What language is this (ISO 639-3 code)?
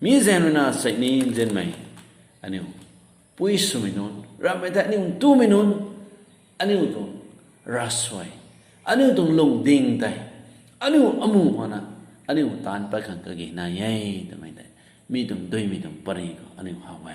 nbu